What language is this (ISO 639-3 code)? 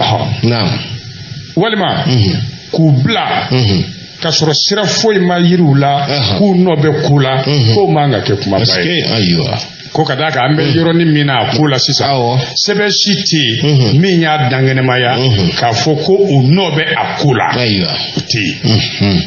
bam